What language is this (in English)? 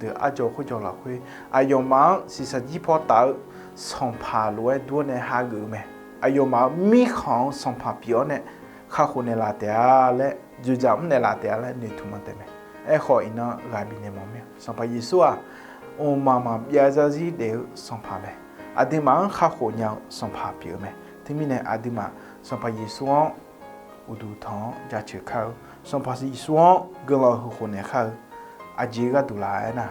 Akha